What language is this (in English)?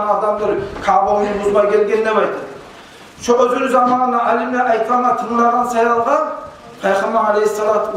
Kumyk